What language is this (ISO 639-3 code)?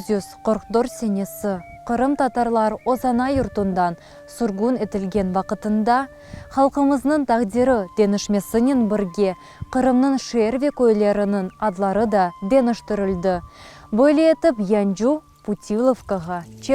crh